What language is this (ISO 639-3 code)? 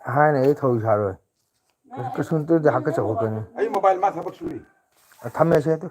mni